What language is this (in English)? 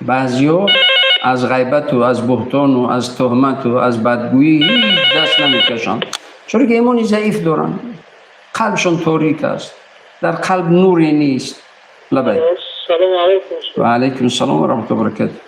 Tajik